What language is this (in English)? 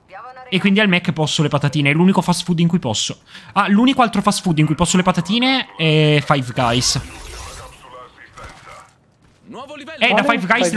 Italian